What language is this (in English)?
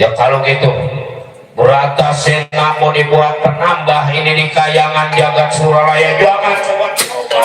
Betawi